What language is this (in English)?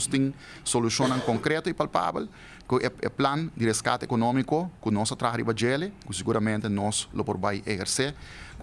Papiamento